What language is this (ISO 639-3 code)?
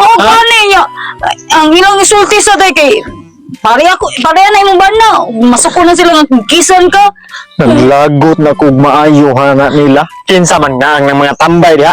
ceb